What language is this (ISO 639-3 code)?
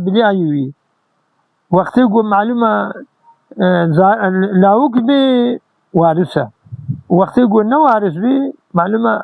kur